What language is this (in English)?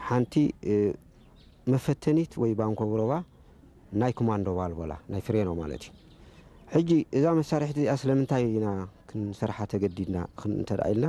Tigrinya